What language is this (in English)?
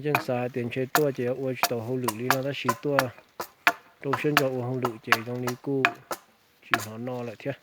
Hmong